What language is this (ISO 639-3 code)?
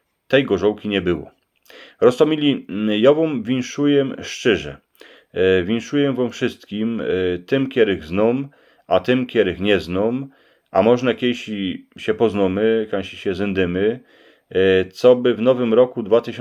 szl